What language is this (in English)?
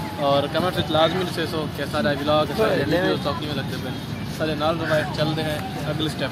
Saraiki